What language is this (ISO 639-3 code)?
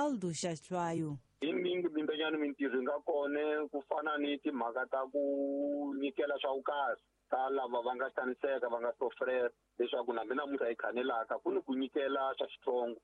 tso